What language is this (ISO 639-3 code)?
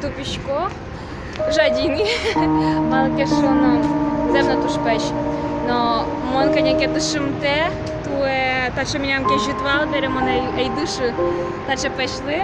udm